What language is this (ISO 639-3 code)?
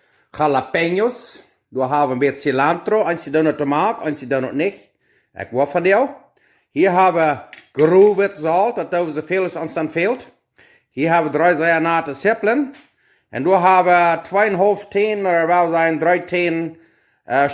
pdt